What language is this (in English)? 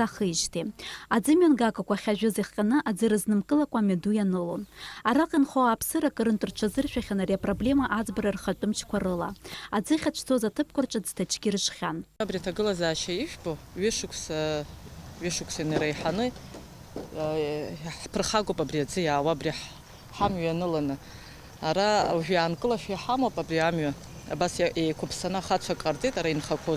Abkhazian